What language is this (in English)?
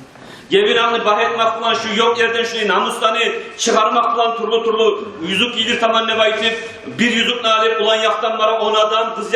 Kumyk